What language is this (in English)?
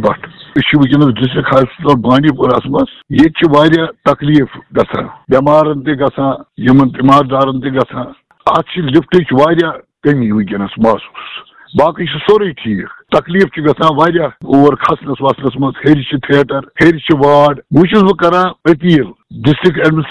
Kashmiri